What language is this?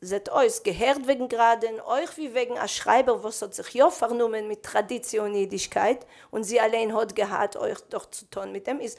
Yiddish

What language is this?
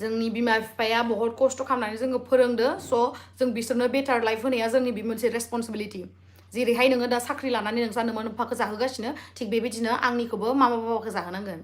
Bodo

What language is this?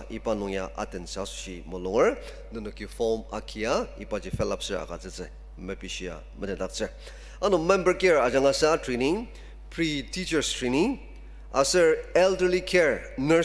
Ao Naga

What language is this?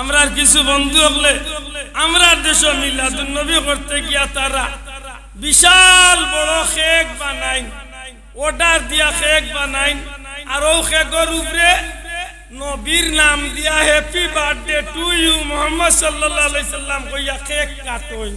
Sylheti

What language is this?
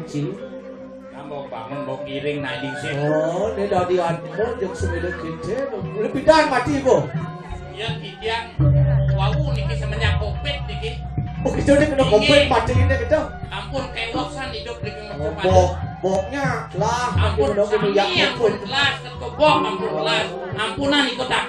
Balinese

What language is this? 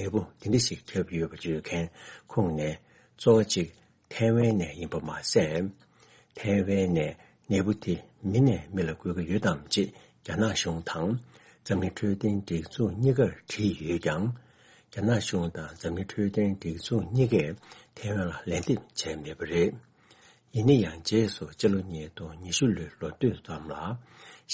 Tibetan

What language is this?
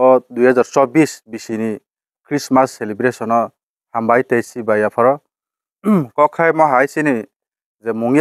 Kok Borok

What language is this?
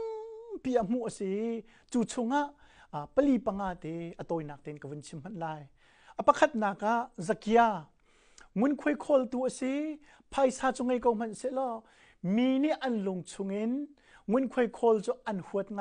Hakha Chin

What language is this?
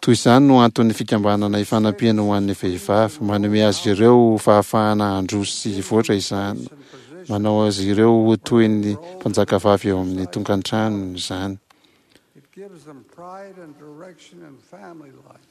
Malagasy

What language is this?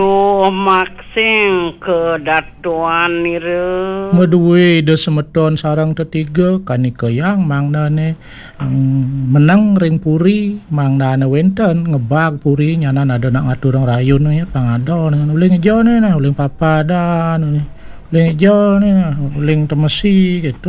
Balinese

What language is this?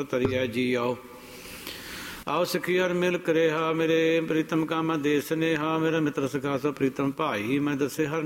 Punjabi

